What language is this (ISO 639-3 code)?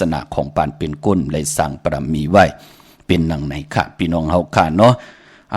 shn